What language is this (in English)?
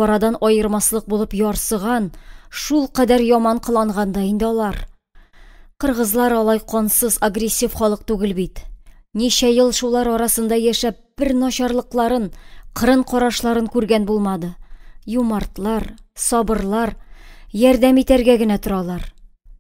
Tatar